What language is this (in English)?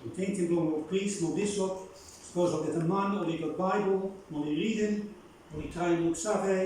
Bislama